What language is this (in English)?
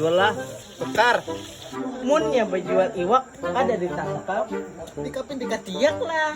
Banjar